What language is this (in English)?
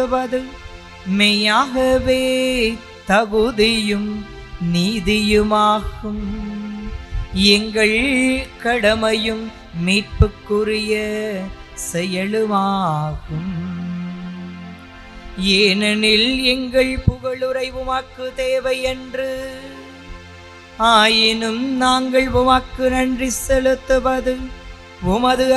Tamil